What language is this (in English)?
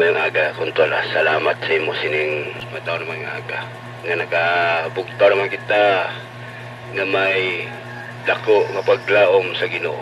Hiligaynon